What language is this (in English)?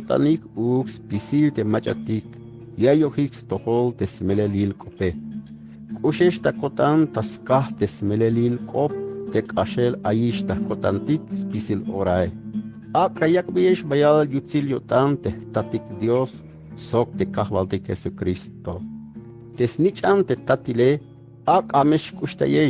Tzeltal